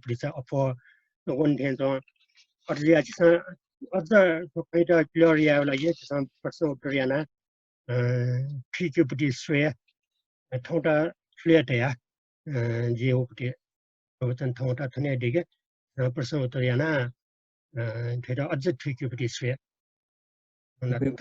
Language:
Newari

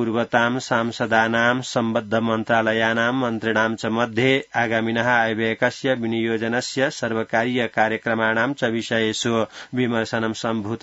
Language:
Sanskrit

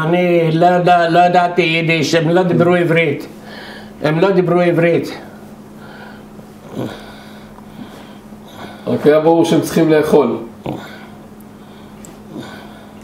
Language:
Hebrew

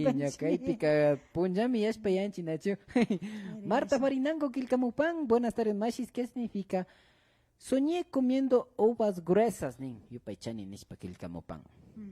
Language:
Imbabura Highland Quichua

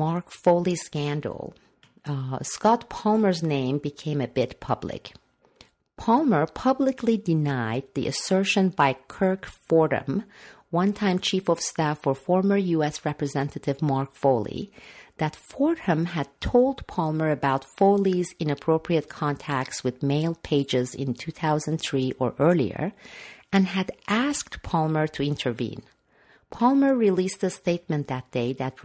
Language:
English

